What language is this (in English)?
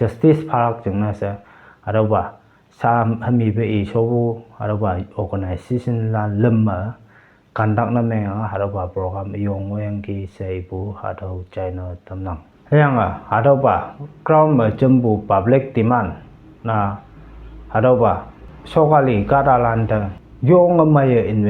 Konyak Naga